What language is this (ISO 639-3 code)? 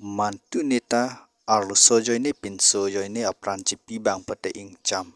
mjw